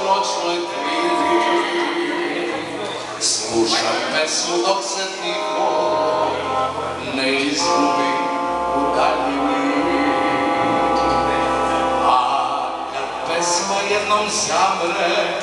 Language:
Serbian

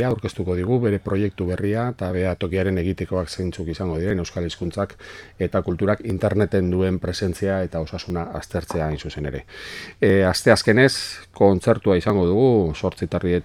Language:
Basque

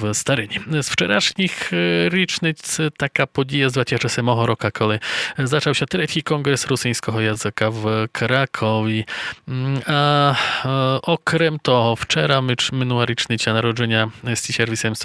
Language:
Rusyn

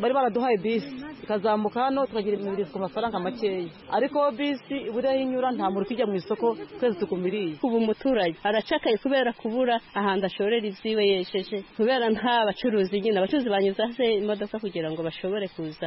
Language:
Kinyarwanda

